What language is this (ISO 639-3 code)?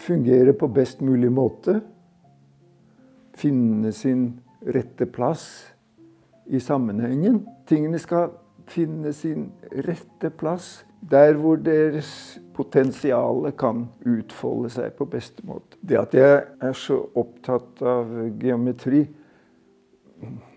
nor